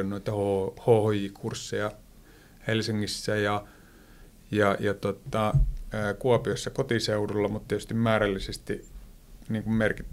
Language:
Finnish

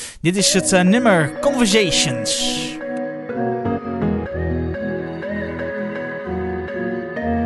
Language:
Dutch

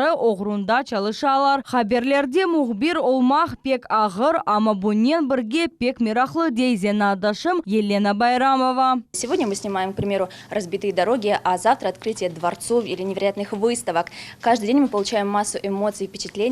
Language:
Crimean Tatar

